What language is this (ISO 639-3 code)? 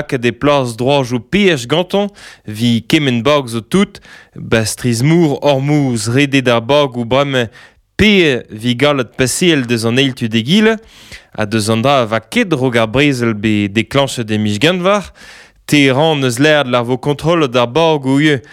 bre